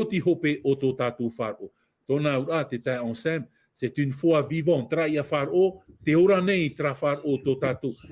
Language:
Tahitian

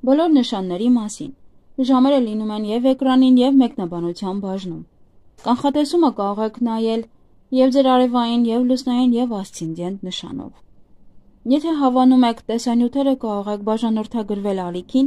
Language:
Armenian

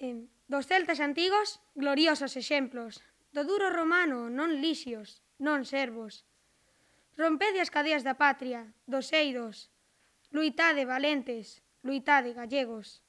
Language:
Galician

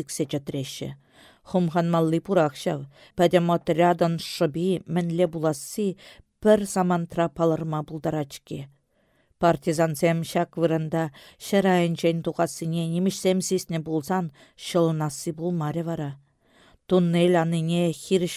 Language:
Chuvash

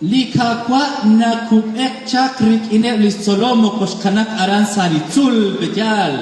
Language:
Kekchí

